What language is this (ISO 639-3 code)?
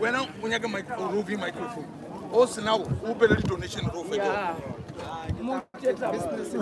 nso